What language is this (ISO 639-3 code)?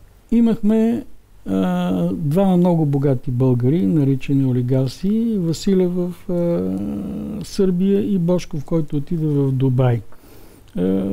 bul